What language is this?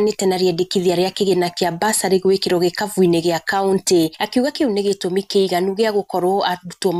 Kikuyu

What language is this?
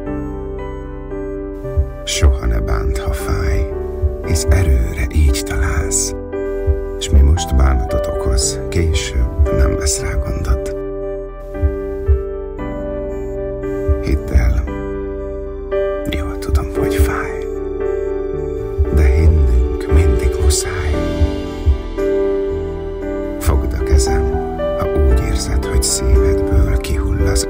Hungarian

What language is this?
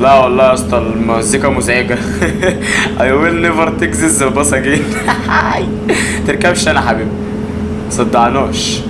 Egyptian Arabic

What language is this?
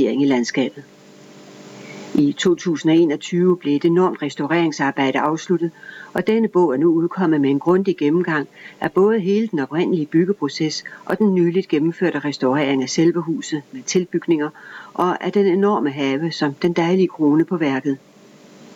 Danish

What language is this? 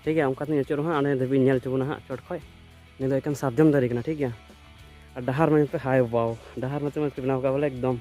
Santali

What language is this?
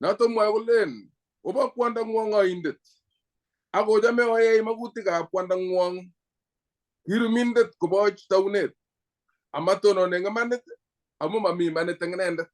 Kalenjin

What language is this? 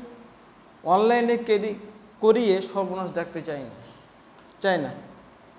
Bangla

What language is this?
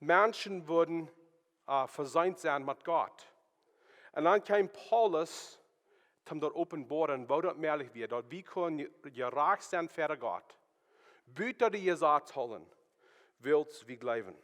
Plautdietsch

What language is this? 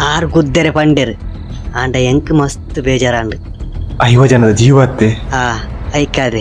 Tulu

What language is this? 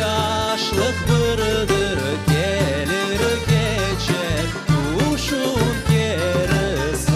Crimean Tatar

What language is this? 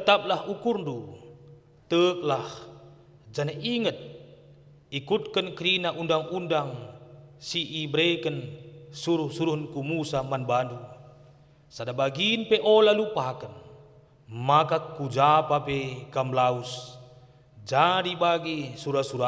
Batak Karo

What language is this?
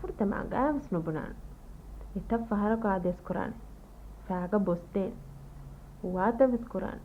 Divehi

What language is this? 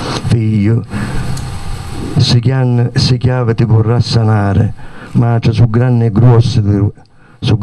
Italian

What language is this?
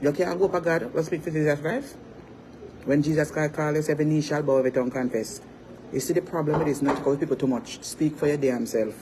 Jamaican Creole English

